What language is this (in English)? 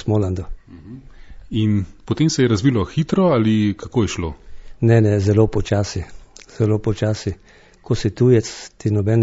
Slovenian